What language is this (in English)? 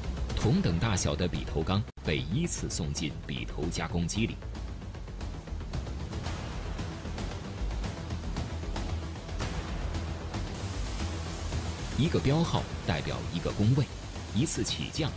Chinese